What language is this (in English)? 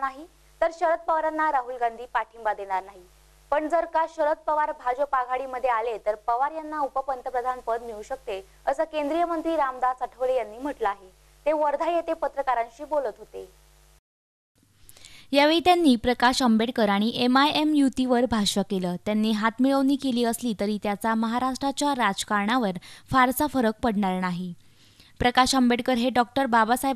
Marathi